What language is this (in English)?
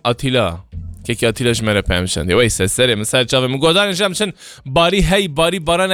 Kurdish